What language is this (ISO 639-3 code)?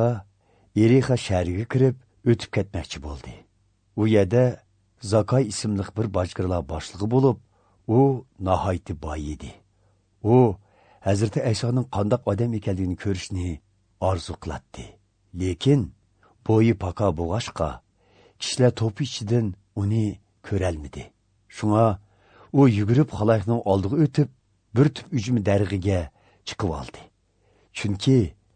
uig